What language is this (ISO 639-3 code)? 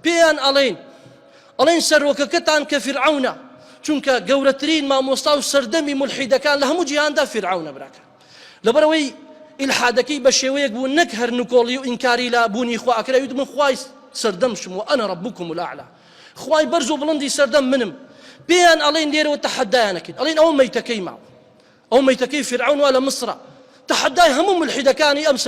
ckb